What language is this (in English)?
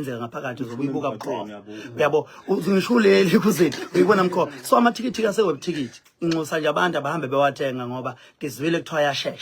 Zulu